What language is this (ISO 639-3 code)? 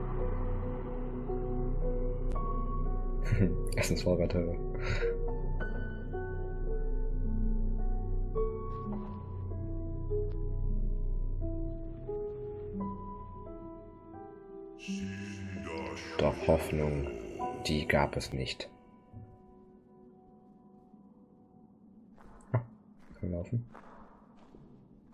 deu